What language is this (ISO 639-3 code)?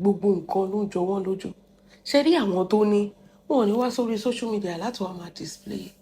yor